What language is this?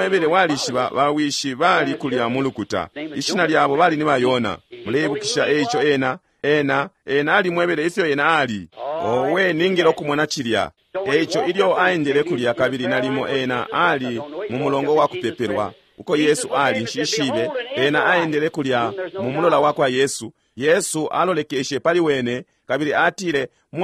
Bemba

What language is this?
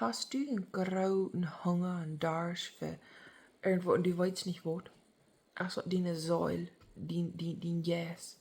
Plautdietsch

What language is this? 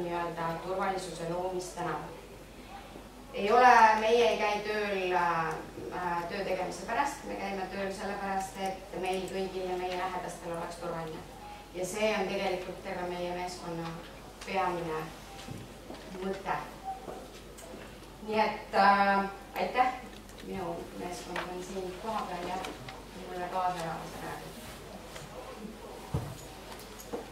Estonian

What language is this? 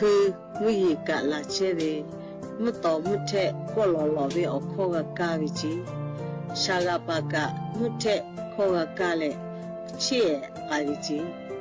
Lahu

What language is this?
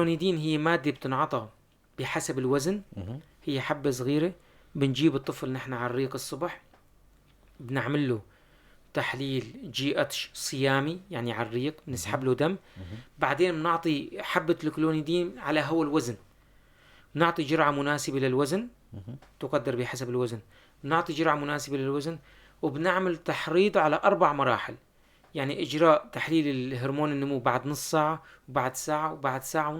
North Levantine Arabic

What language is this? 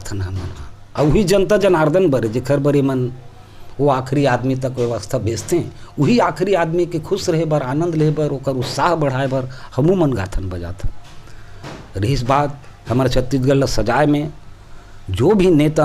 Chhattisgarhi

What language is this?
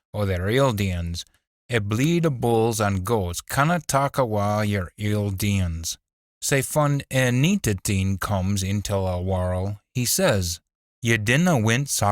Scots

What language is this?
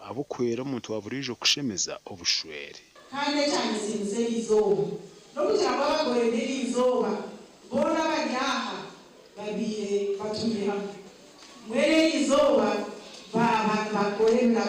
Nyankole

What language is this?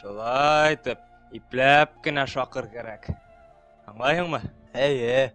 Bashkir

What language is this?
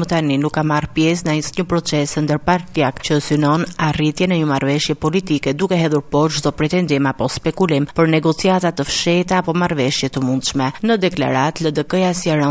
Albanian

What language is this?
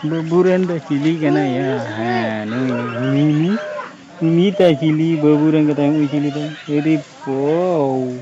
Santali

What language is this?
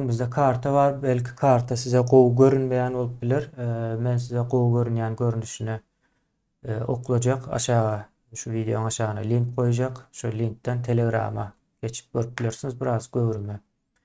Turkmen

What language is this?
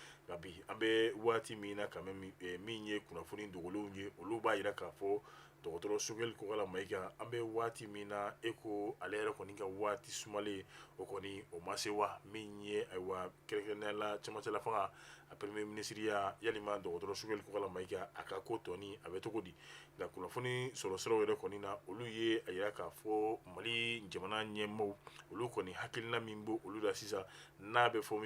Bambara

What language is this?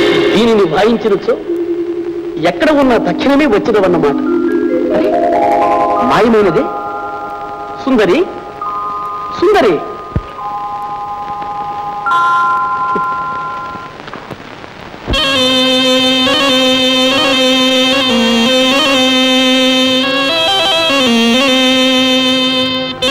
Telugu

